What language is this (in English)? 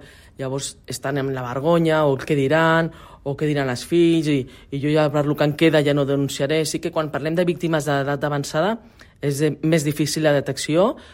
Catalan